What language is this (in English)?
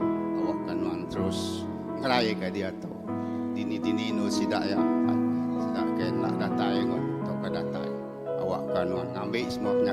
Iban